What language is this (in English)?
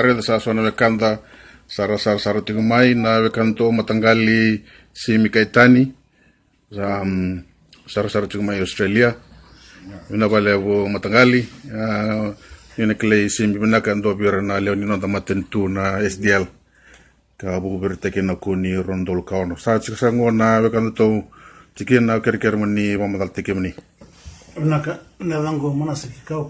Fijian